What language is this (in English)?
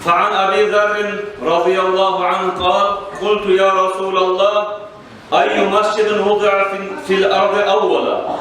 Kumyk